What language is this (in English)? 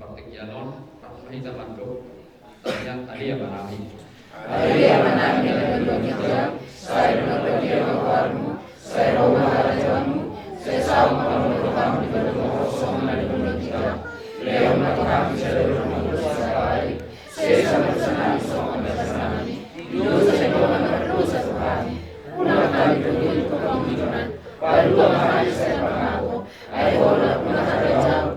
Batak Toba